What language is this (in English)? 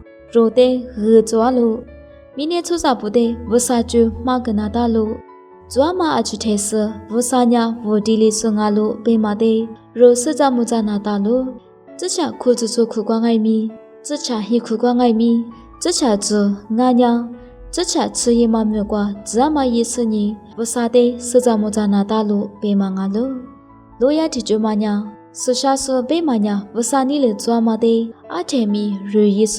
Lisu